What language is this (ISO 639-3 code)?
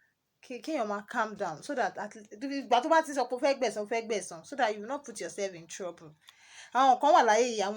yor